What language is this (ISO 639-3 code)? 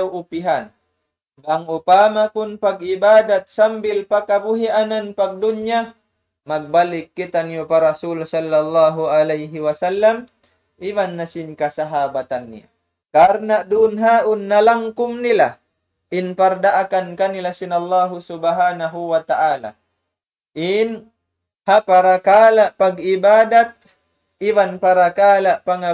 tsg